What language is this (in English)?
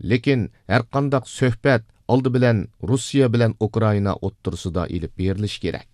Uyghur